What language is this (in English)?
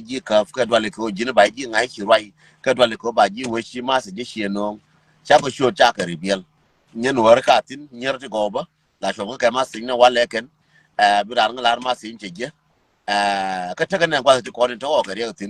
Nuer